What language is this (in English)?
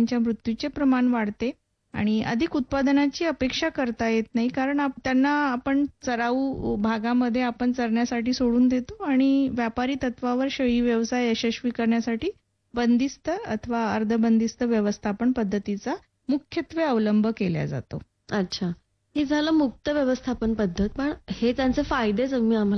Marathi